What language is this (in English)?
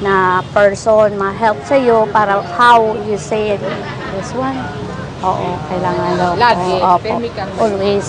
Bikol